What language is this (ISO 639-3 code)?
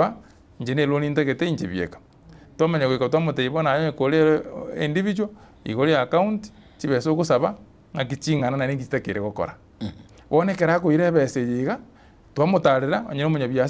guz